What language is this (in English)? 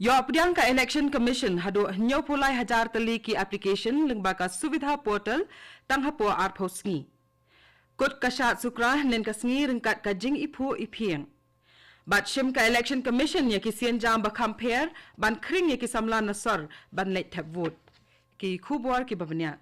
Khasi